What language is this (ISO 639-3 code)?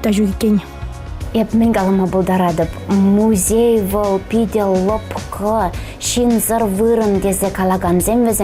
chv